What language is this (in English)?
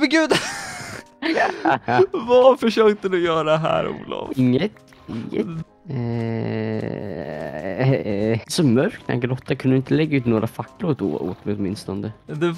Swedish